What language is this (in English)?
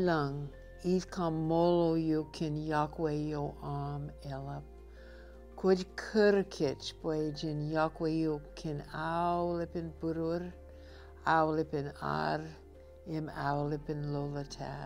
Marshallese